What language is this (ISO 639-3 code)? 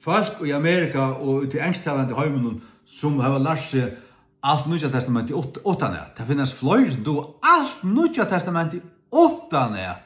fao